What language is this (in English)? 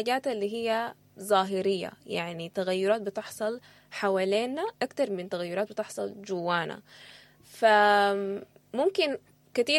Sudanese Arabic